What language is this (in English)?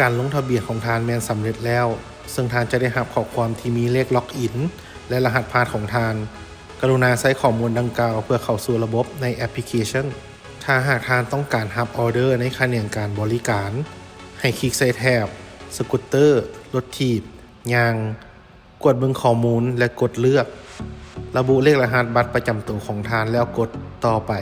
Lao